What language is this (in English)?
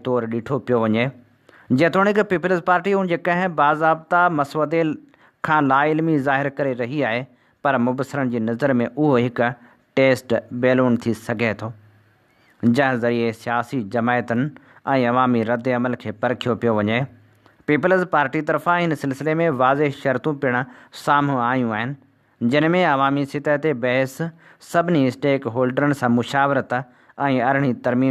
Sindhi